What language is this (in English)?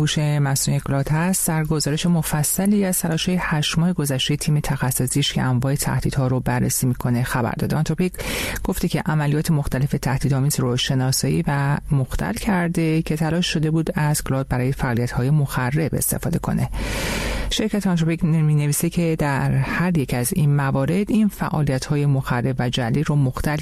Persian